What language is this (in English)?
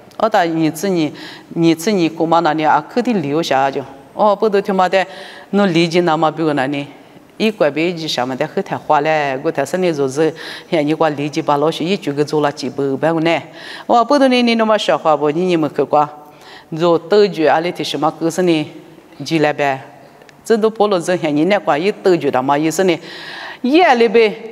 Lisu